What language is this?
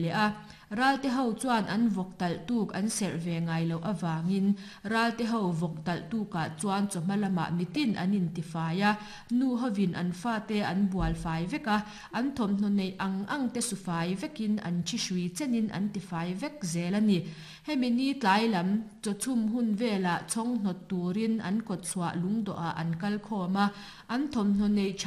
Mizo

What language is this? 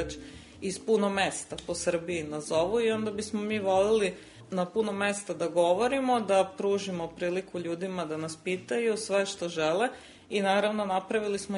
Serbian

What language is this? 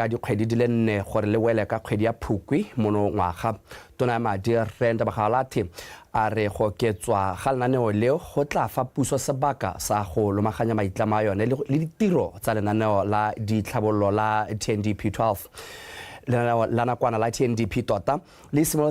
Tswana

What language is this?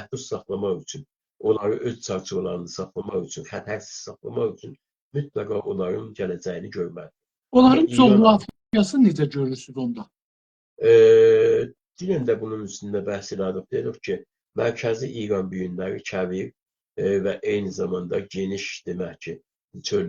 South Azerbaijani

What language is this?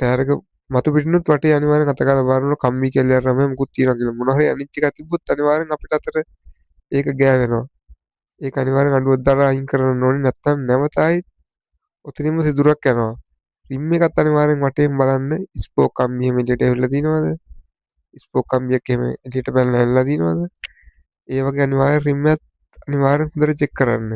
Sinhala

